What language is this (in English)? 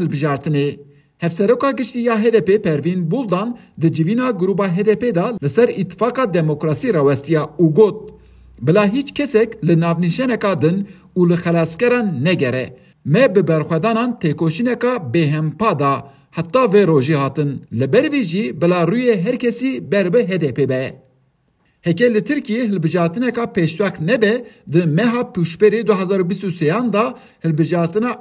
Kurdish